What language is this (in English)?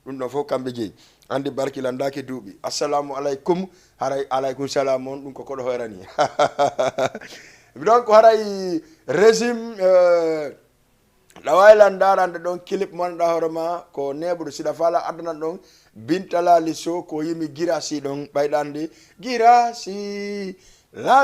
Fula